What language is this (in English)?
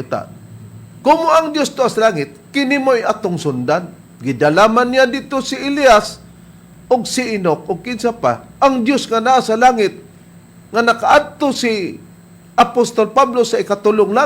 Cebuano